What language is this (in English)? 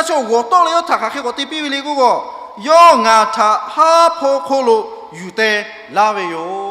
Lahu